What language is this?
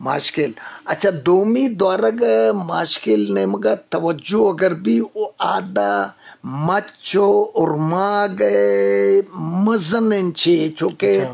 Eastern Balochi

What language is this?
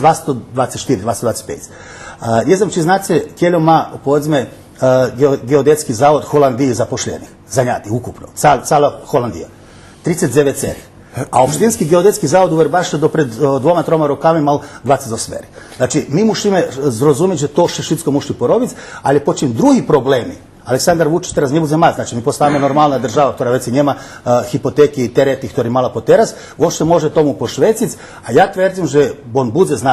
Rusyn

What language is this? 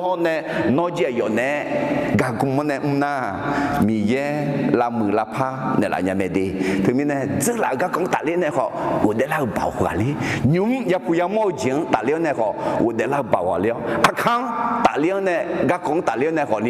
Akha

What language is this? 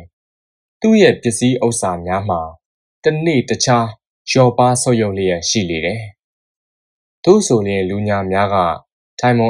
Burmese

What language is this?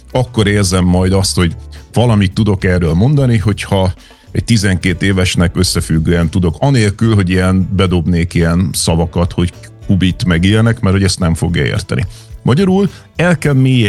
Hungarian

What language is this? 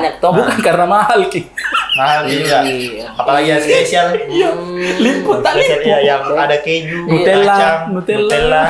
Makassar Malay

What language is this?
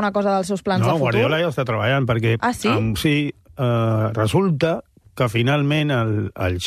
Catalan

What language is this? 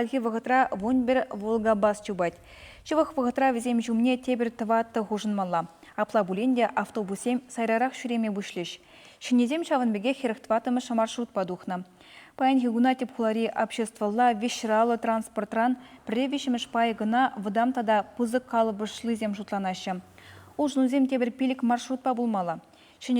Chuvash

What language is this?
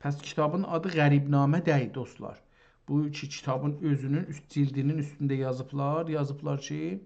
South Azerbaijani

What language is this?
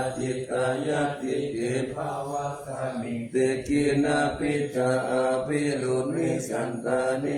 Pali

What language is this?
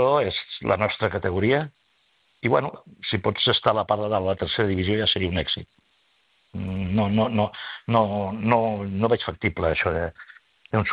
Catalan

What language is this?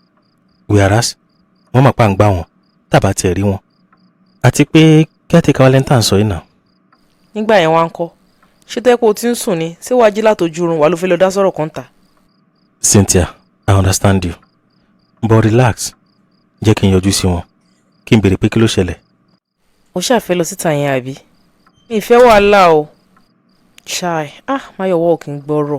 Yoruba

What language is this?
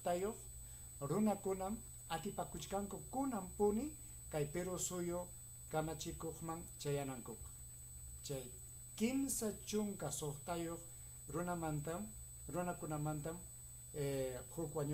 Ayacucho Quechua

